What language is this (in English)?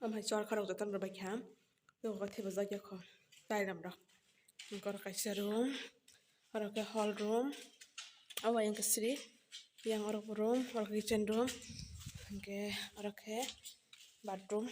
Kok Borok